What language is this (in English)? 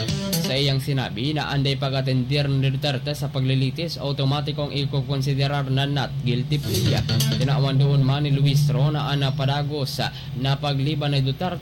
Bikol